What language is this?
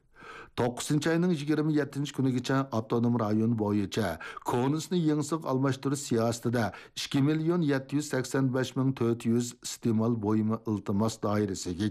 Uyghur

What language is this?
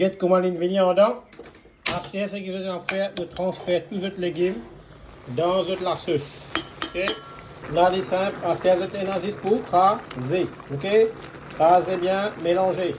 Morisyen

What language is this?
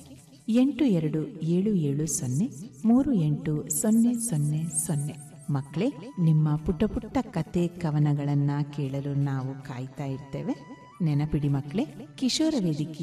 Kannada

